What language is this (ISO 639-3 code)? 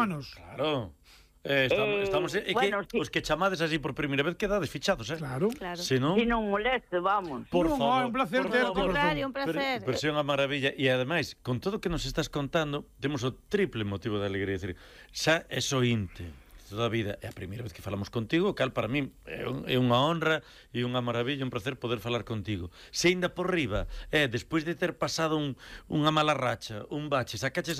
glg